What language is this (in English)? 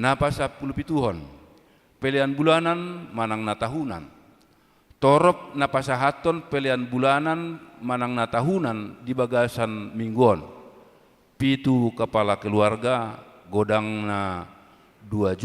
Batak Toba